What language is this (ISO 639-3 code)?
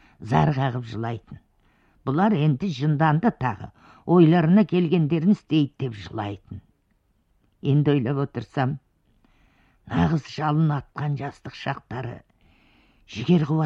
kaz